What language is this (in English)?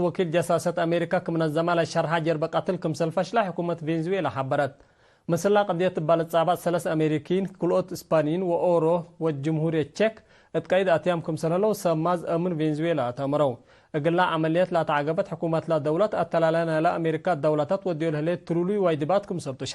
Tigre